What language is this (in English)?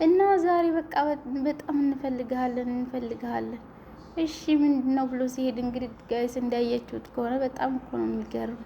Amharic